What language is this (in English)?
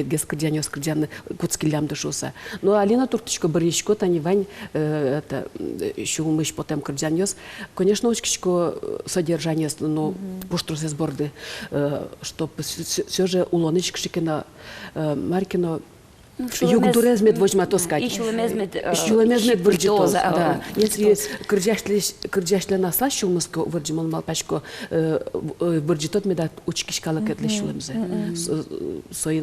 Udmurt